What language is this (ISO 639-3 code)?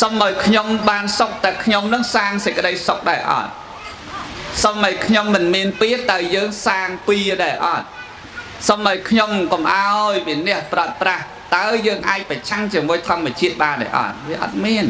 khm